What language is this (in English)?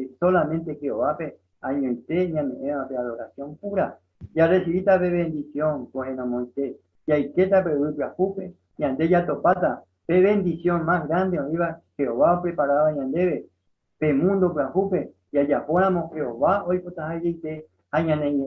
Guarani